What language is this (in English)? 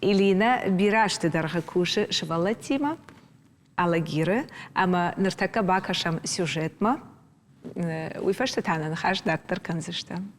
Ossetic